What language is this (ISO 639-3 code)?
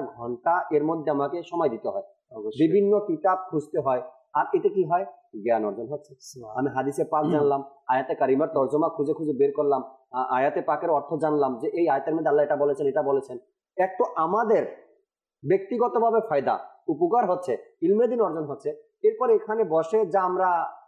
ben